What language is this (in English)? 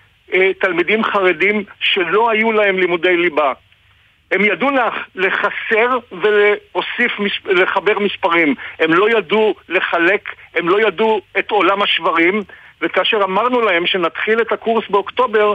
Hebrew